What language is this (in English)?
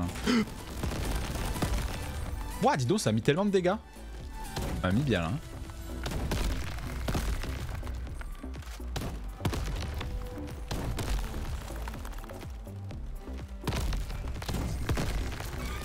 French